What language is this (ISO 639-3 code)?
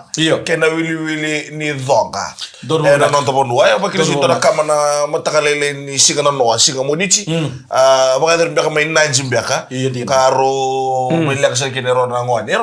fij